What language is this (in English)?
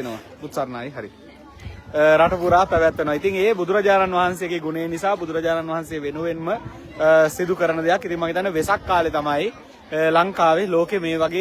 Sinhala